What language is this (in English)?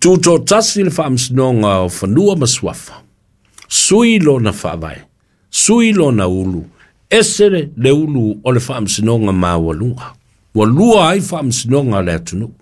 Samoan